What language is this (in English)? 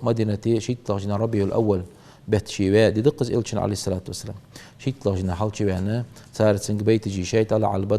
Ingush